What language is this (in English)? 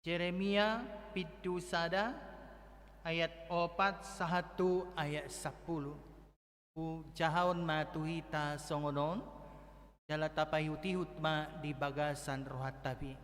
Batak Toba